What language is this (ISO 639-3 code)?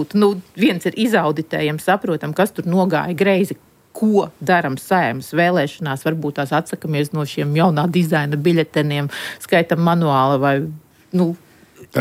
lav